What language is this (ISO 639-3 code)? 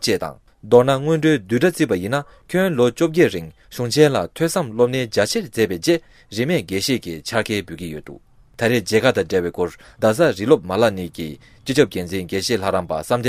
bod